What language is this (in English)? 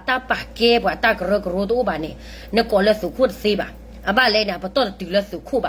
S'gaw Karen